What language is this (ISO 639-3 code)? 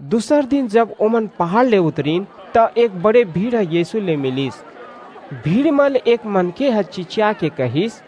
hne